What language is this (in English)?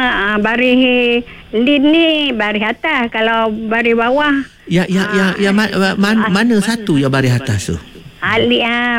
Malay